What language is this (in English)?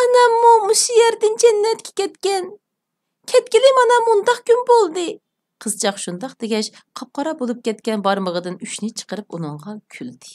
Uyghur